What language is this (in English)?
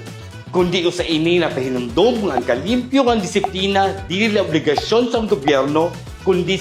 Waray